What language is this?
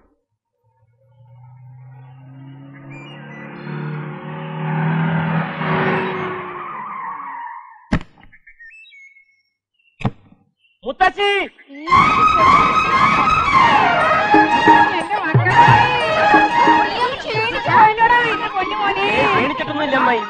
Malayalam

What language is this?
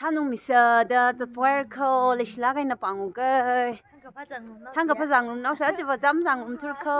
Tangkhul Naga (India)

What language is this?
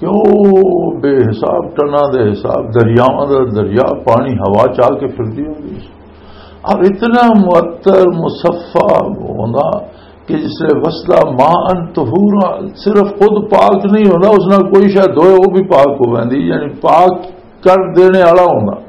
Western Panjabi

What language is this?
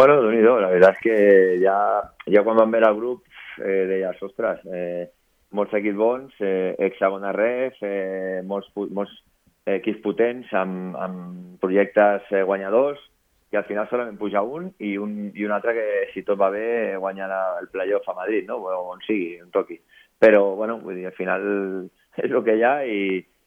Catalan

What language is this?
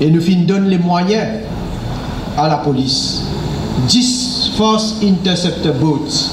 Morisyen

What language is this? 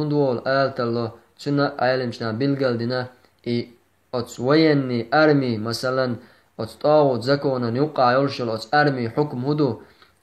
Chechen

